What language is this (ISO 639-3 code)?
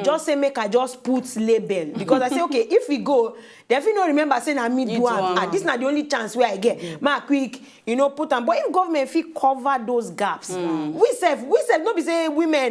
pcm